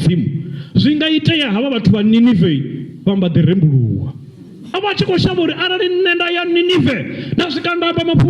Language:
Venda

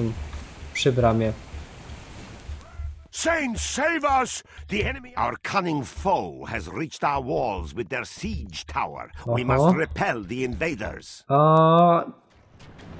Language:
Polish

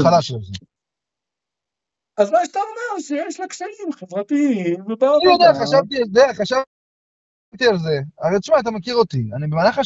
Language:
Hebrew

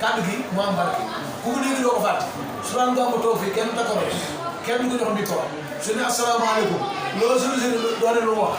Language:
Wolof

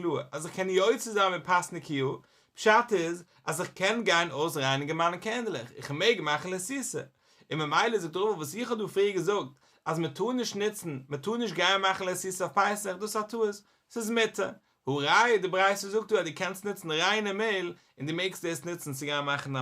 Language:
Yiddish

